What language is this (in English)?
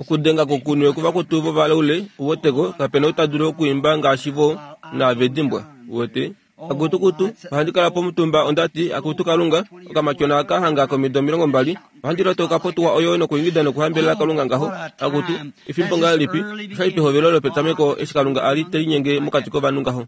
Kuanyama